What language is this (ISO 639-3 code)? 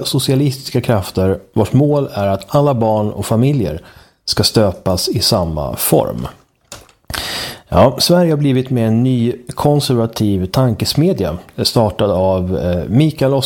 swe